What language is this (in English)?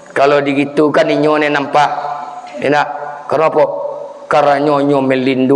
Minangkabau